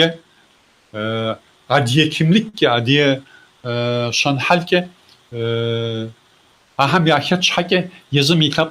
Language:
Kabardian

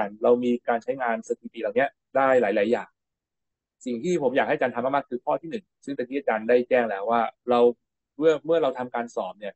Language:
Thai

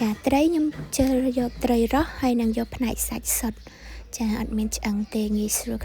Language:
Khmer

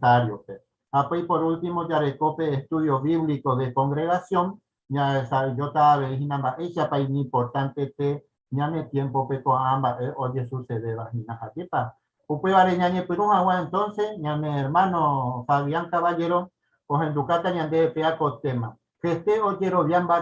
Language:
Guarani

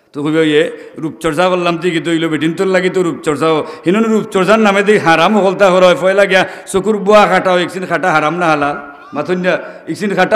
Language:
Sylheti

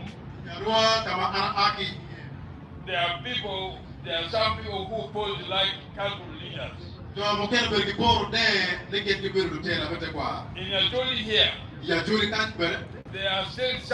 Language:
Acoli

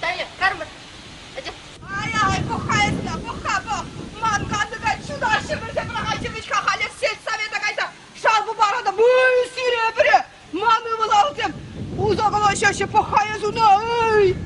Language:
Chuvash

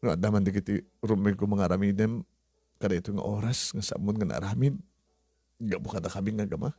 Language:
Iloko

